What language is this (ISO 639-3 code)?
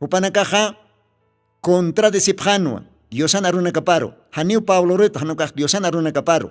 aym